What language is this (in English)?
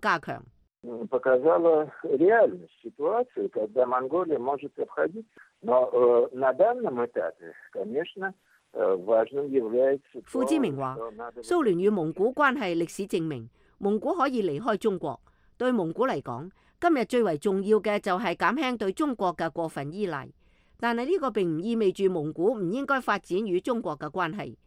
Cantonese